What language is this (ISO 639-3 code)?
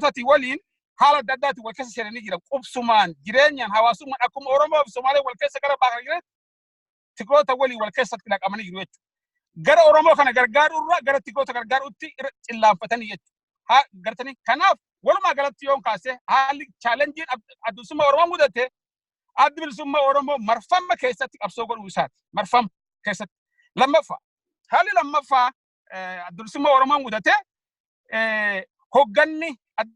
orm